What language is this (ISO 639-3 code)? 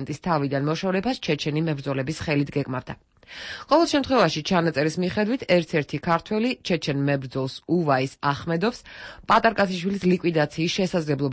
kat